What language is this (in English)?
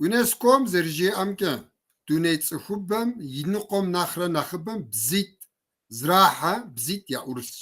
Kabardian